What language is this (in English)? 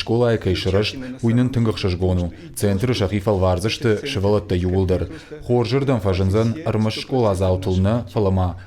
Ossetic